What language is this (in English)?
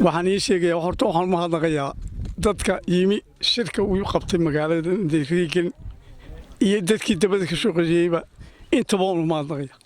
Somali